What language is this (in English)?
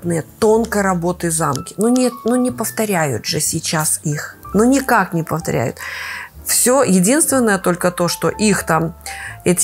Russian